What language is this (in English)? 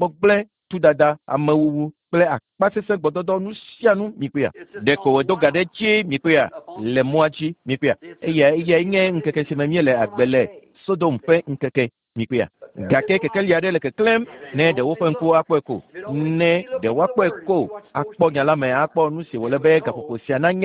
Ewe